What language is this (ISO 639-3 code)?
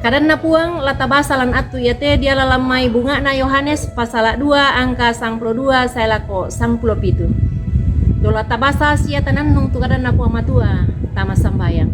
sda